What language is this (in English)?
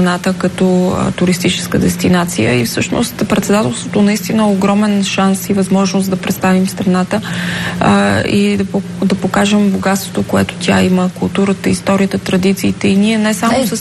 Bulgarian